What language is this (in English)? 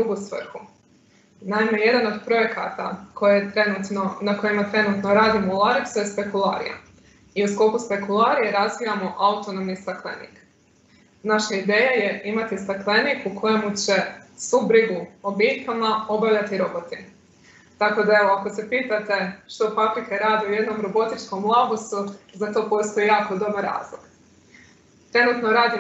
Croatian